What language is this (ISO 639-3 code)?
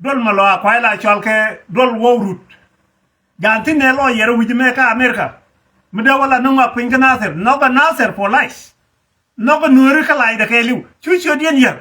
nus